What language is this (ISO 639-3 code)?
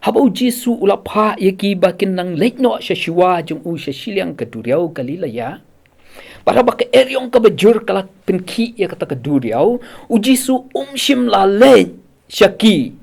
kha